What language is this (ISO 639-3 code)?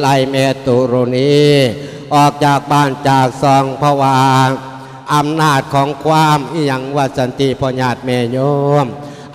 lao